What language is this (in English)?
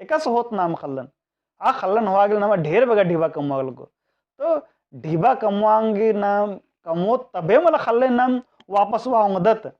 Kurukh